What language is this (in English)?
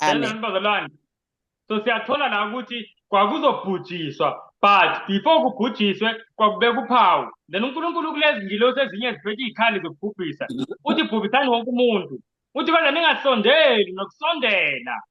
Zulu